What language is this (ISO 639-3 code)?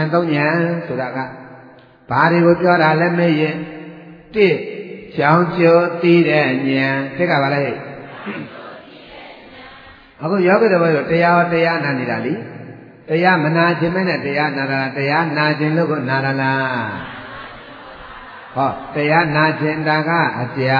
mya